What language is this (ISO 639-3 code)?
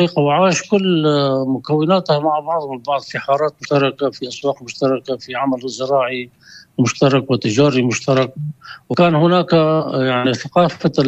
apc